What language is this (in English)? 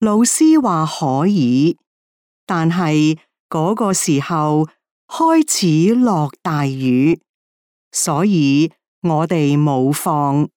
Cantonese